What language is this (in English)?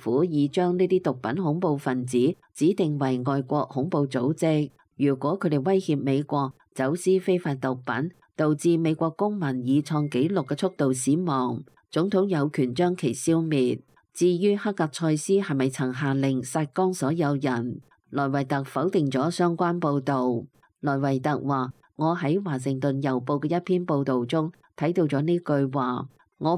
Cantonese